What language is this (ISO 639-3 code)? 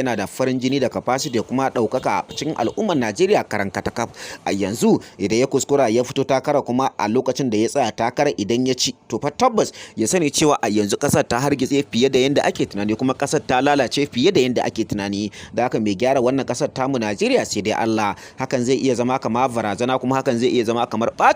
hau